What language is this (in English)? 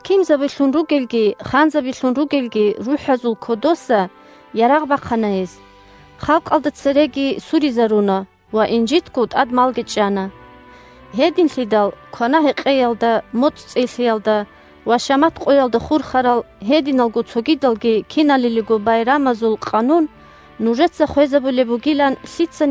Avaric